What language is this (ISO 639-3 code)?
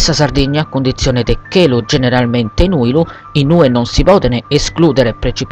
srd